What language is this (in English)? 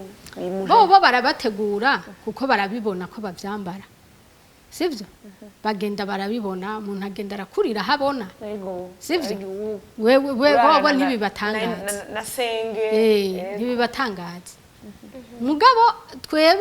Rundi